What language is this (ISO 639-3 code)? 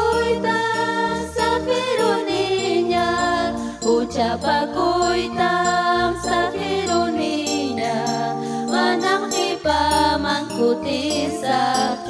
quy